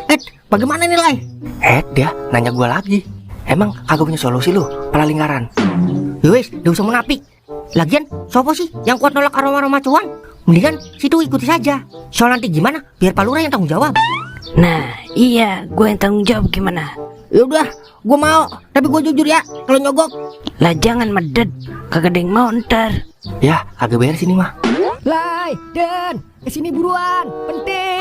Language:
Betawi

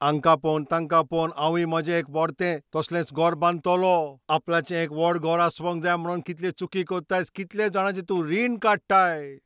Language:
Konkani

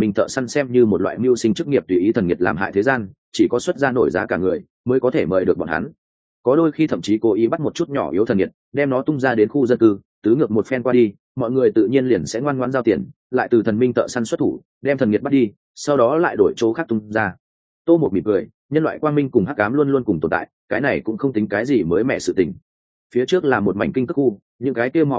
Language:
Vietnamese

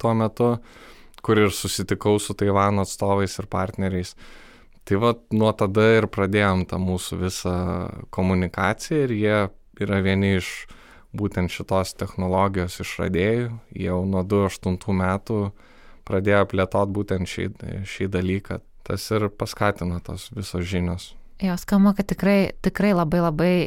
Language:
Lithuanian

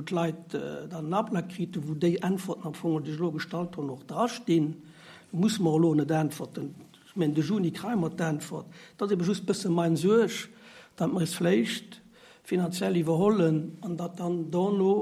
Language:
Luxembourgish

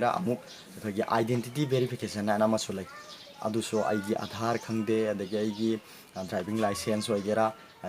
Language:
Manipuri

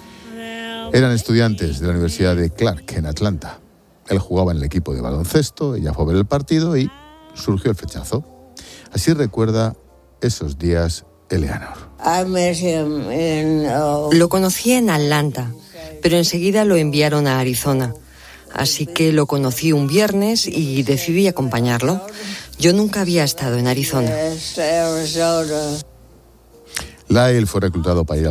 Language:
Spanish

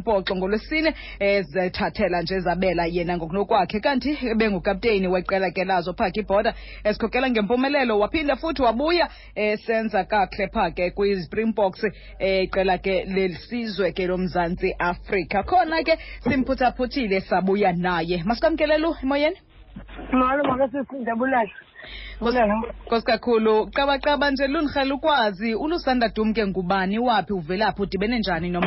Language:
Xhosa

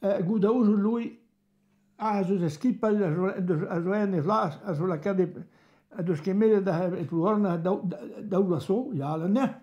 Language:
Breton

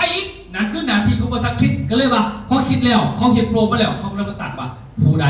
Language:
Lao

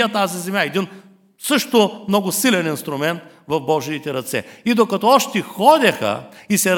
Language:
Bulgarian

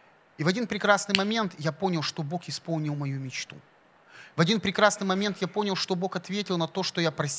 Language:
Russian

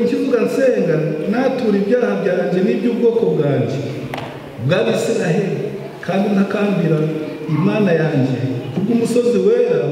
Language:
Kinyarwanda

